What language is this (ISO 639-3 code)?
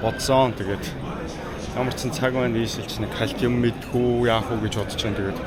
mon